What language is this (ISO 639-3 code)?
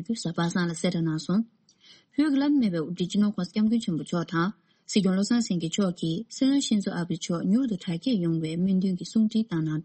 bod